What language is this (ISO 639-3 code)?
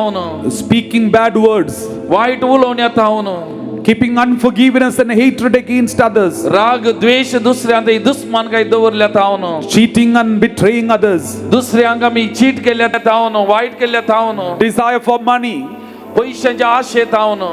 kok